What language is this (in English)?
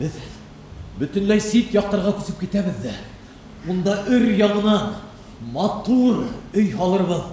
Bashkir